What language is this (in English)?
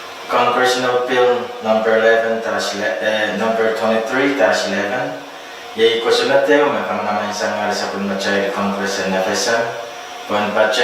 Pohnpeian